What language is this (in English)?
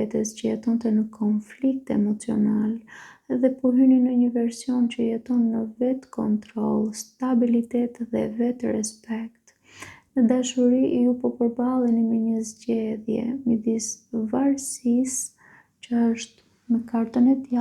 Albanian